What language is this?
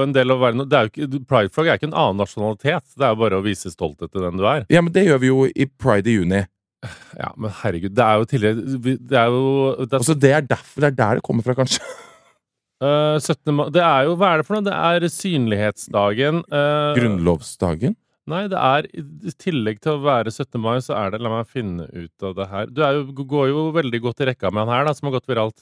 Norwegian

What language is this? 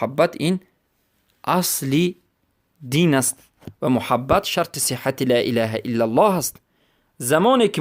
Persian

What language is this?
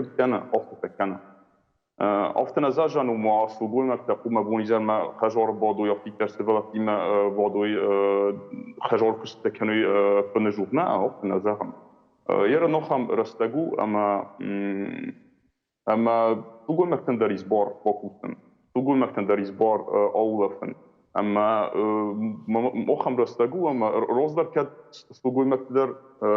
Ossetic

